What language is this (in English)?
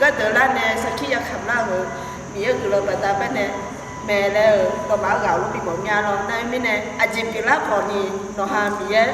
Akha